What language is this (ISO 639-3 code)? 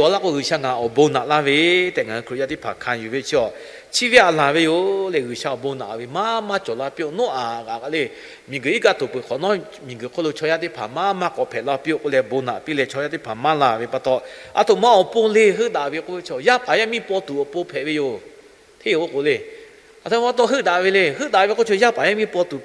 lhu